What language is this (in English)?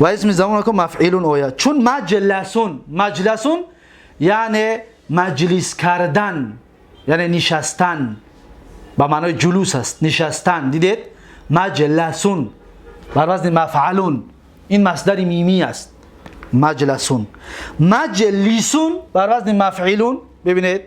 Tajik